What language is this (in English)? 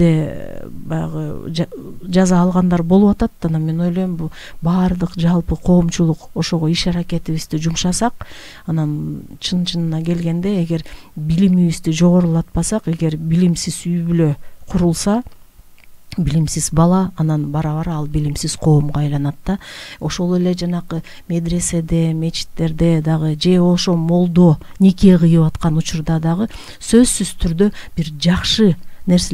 Kyrgyz